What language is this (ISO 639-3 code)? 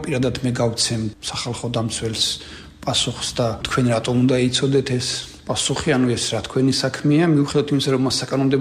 kat